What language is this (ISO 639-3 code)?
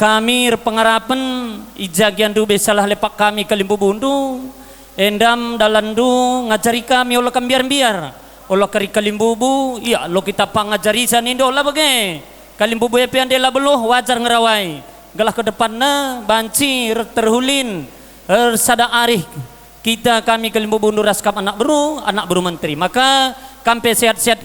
btx